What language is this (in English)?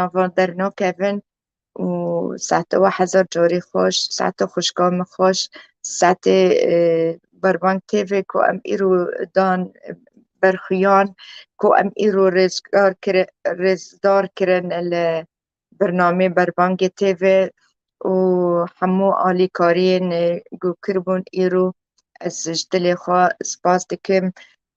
Kurdish